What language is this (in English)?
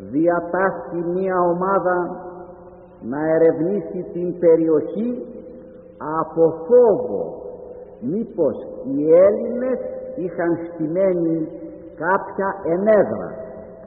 Greek